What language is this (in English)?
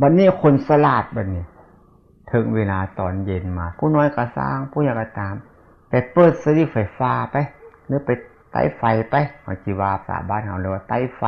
Northeastern Thai